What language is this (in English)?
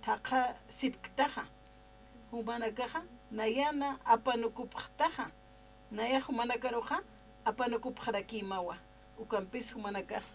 Aymara